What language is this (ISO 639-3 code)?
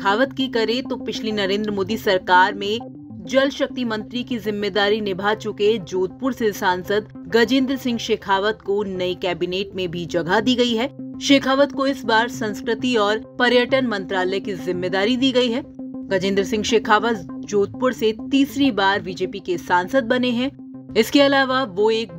hin